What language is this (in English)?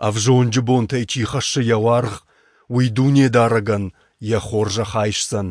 Ossetic